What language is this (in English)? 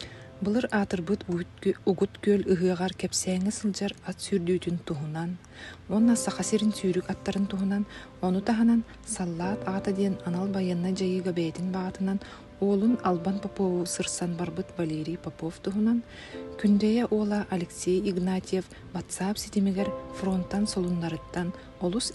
Yakut